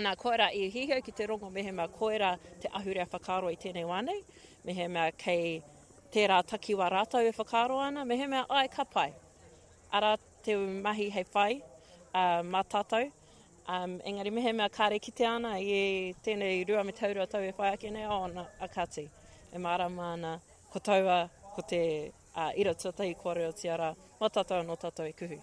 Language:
Māori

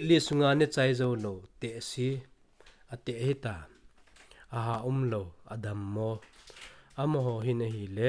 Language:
Thado Chin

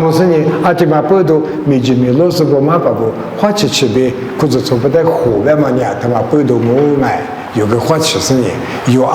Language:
Lisu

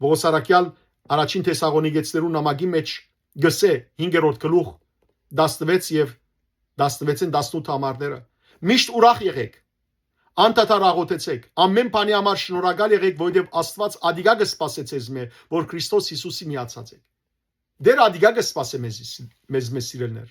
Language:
Western Armenian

